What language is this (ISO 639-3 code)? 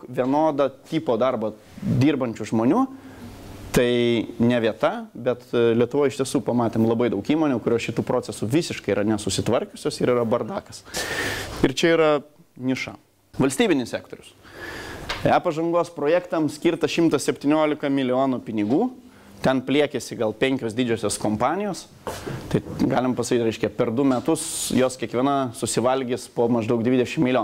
lit